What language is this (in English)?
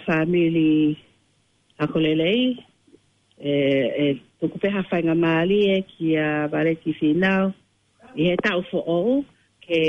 Tongan